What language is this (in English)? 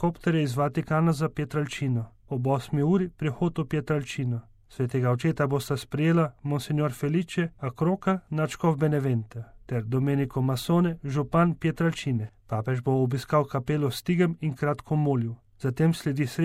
Slovenian